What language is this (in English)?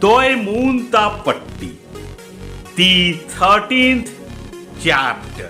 Kurukh